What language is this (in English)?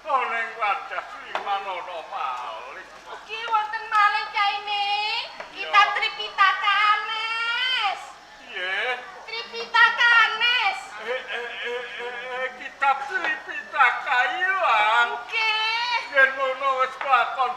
Javanese